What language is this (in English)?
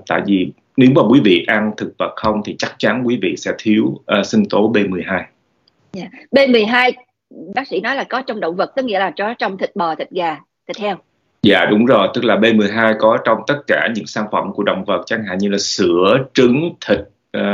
Vietnamese